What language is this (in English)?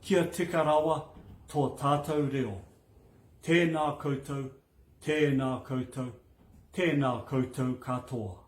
Māori